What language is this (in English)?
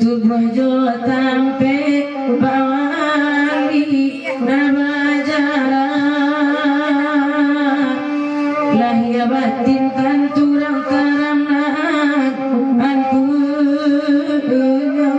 Minangkabau